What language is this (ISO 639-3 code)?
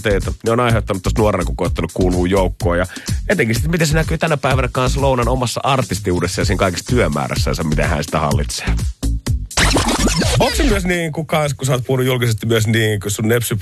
fin